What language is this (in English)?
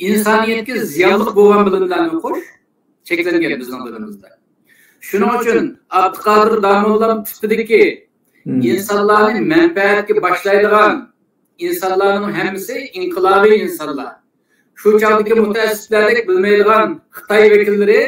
Uyghur